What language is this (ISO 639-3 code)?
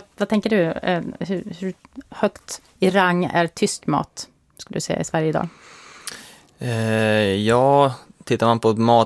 swe